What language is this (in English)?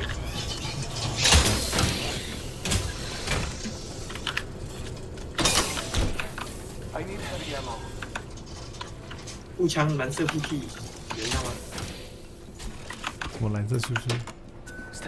Chinese